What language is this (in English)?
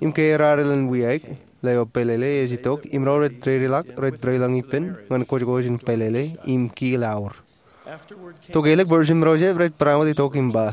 Marshallese